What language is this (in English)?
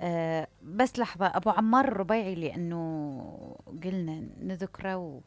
Mesopotamian Arabic